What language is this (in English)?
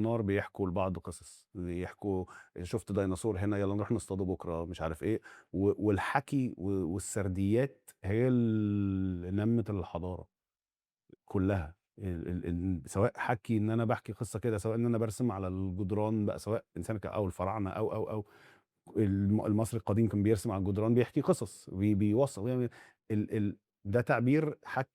Egyptian Arabic